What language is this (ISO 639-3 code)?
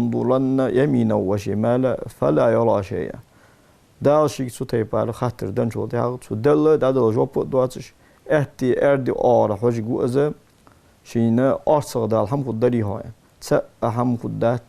inh